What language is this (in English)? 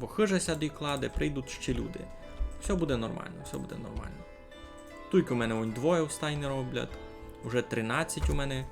Rusyn